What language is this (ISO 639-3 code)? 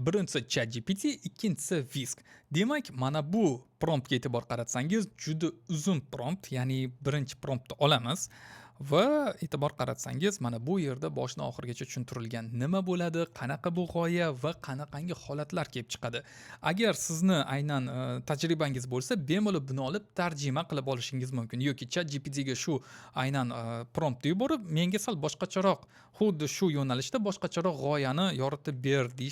uzb